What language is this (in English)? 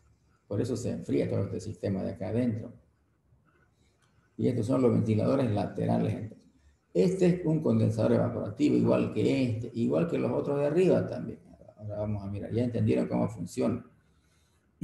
Spanish